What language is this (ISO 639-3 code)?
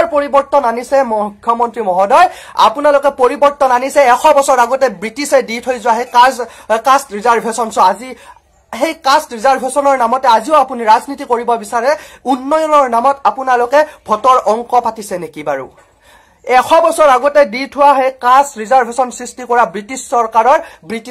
asm